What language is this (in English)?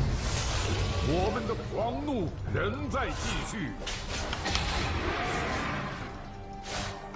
Chinese